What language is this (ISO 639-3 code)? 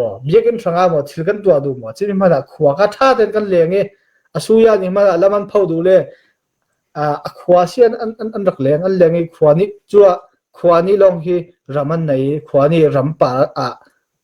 cfm